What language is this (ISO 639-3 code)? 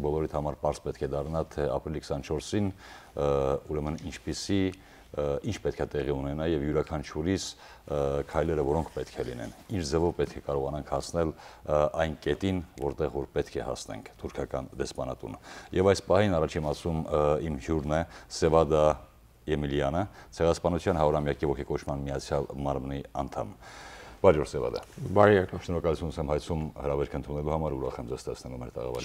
hye